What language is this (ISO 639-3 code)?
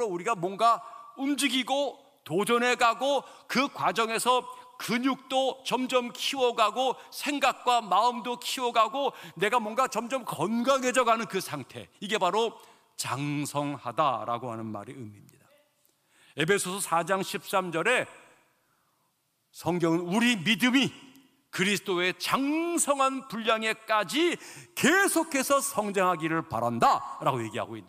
kor